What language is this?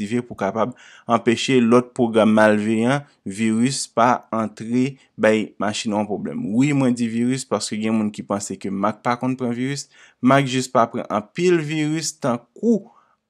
Haitian Creole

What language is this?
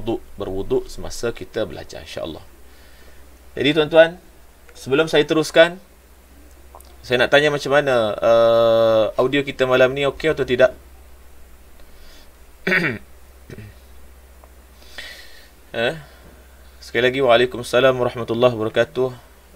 Malay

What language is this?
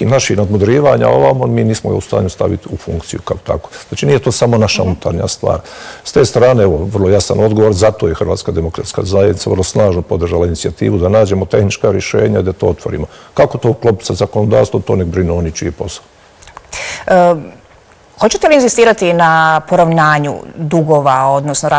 Bosnian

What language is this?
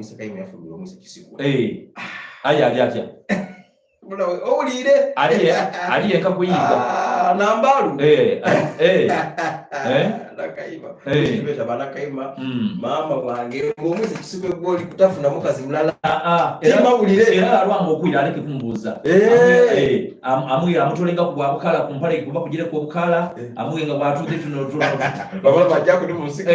Soga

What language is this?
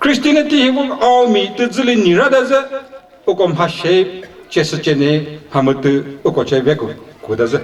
Chokri Naga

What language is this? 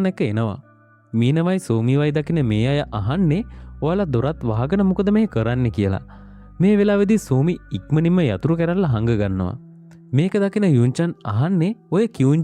Sinhala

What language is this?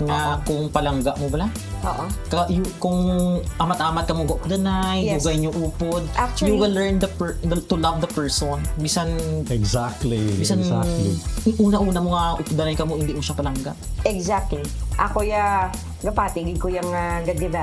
Hiligaynon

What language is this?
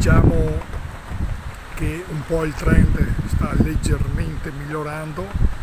Italian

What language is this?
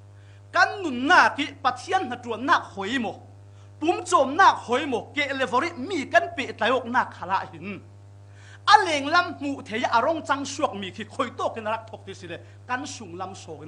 Falam Chin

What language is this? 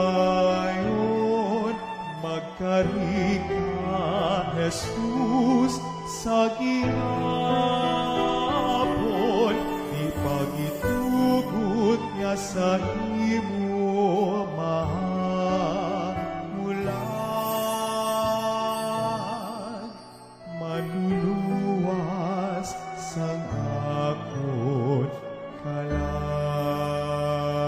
Hiligaynon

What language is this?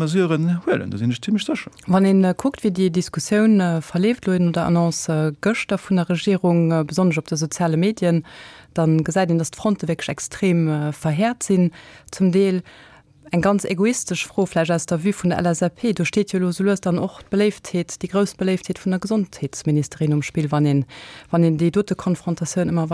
Luxembourgish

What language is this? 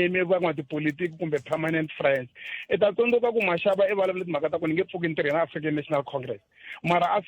Tsonga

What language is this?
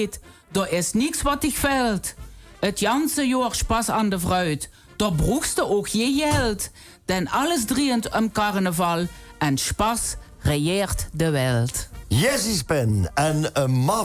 Limburgish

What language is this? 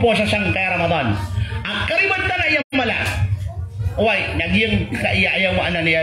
Maranao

